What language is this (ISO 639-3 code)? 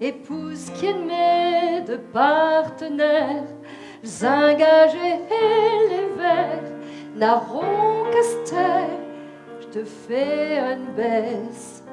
pcd